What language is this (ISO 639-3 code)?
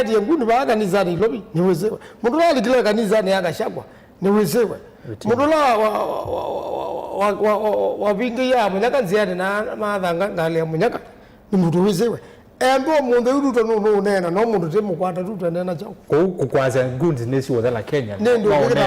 kam